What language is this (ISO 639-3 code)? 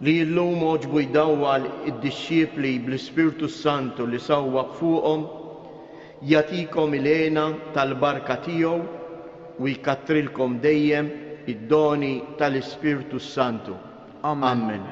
mlt